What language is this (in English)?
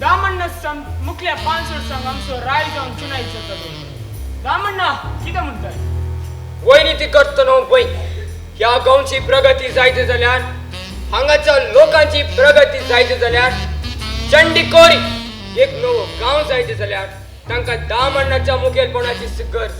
Konkani